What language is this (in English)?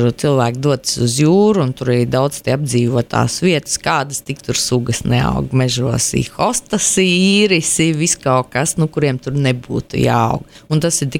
Latvian